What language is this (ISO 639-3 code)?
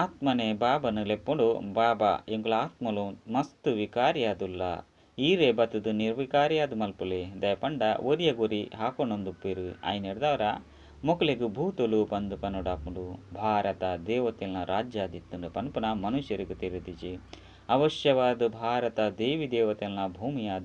tcy